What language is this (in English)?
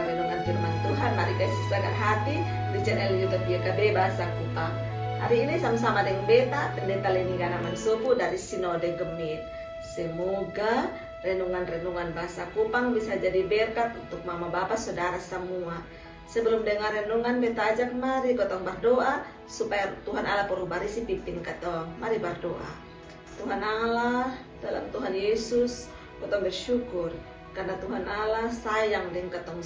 Kupang Malay